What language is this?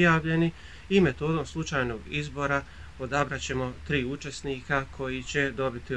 Bosnian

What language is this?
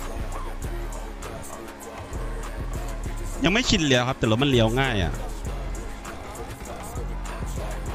Thai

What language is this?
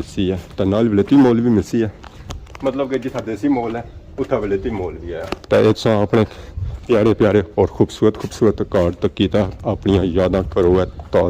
Pahari-Potwari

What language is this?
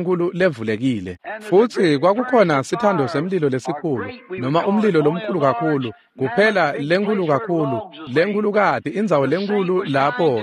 Swati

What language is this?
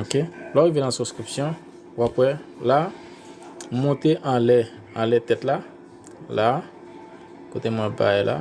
Haitian Creole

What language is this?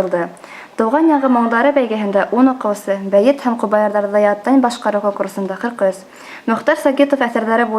Bashkir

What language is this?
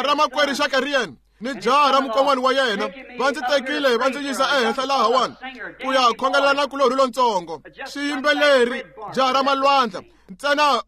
Tsonga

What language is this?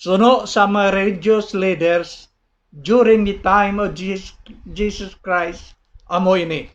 Hiligaynon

